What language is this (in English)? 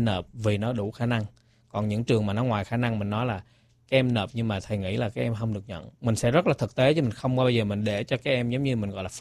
Vietnamese